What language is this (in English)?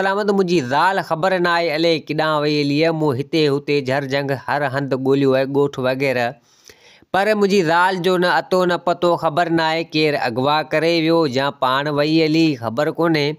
Sindhi